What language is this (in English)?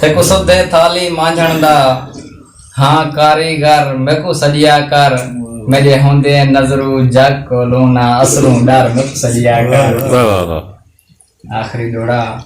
Saraiki